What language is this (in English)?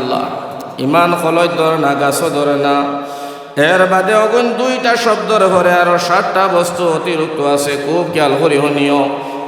Sylheti